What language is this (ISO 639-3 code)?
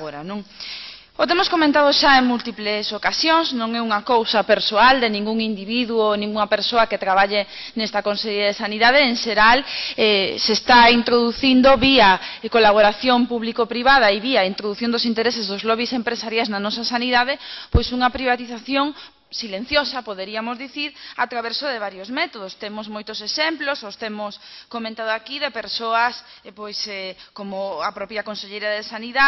glg